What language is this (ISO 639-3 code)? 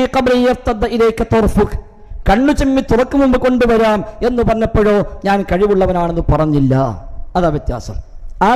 mal